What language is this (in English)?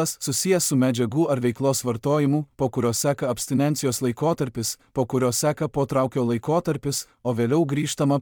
Lithuanian